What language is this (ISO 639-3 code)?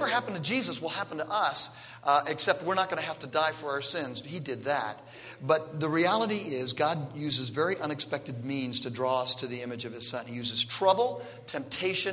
eng